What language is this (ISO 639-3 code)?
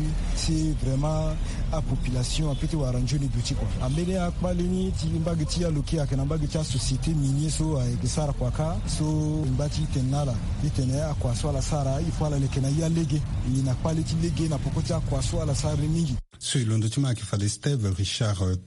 sag